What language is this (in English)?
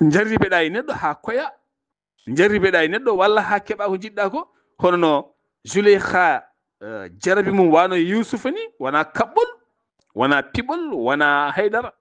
Fula